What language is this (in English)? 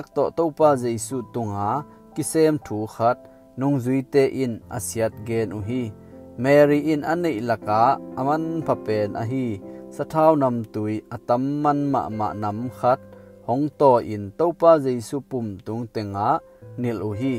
Tedim Chin